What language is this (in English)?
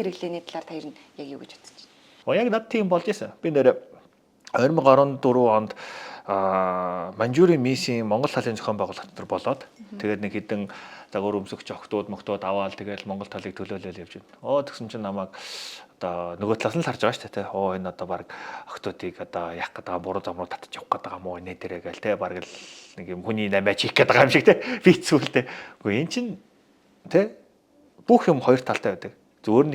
Mongolian